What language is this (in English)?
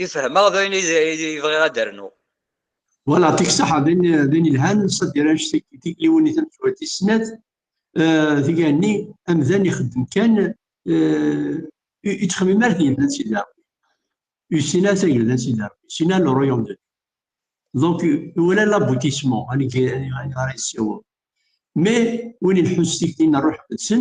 Kabyle